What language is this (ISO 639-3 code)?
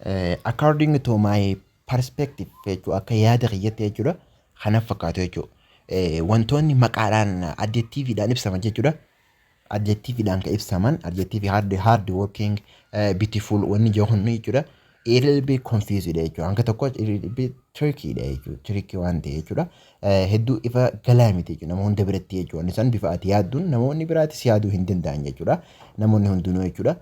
orm